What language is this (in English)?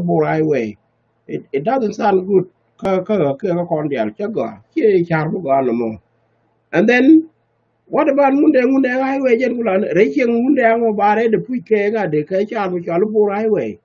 Nuer